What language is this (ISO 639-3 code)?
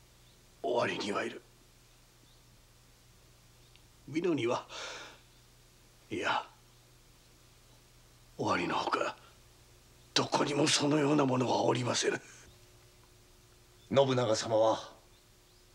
jpn